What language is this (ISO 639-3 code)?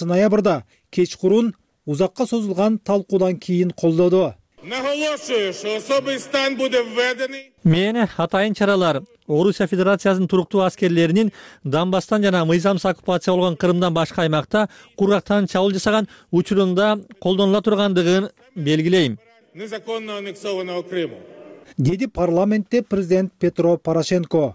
kir